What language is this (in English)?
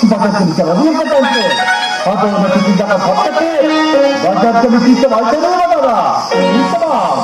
Santali